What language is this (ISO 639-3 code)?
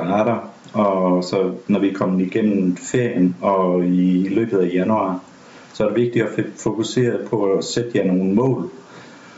dan